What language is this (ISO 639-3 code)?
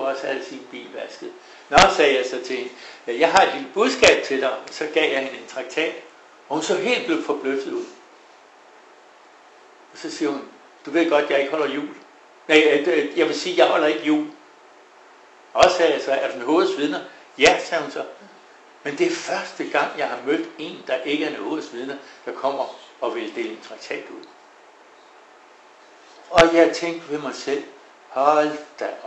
dan